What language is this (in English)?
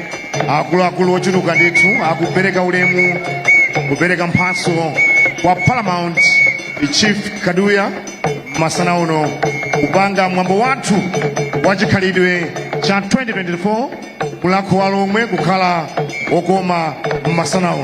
Nyanja